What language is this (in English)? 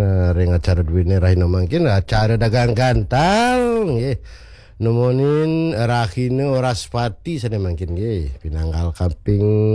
Balinese